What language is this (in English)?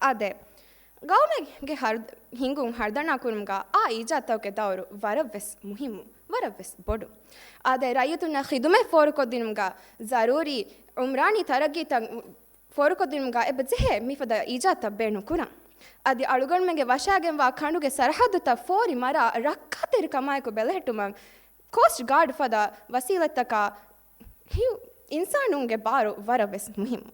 Divehi